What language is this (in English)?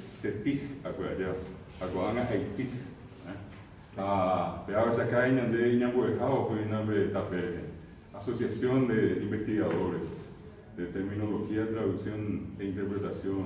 Guarani